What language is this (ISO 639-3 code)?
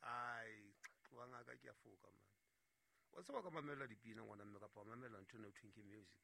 sot